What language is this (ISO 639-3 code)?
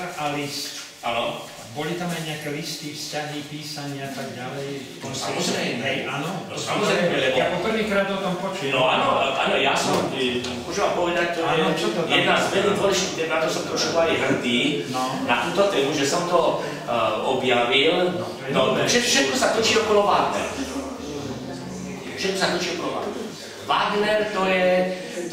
slk